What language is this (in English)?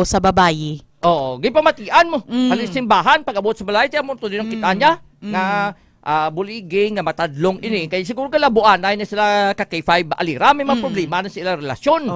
Hiligaynon